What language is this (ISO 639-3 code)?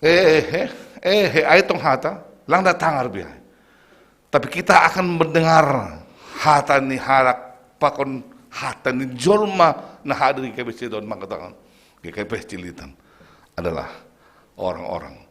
bts